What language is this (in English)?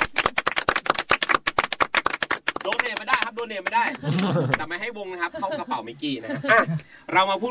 Thai